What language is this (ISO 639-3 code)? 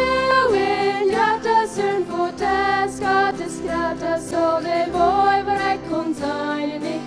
pdt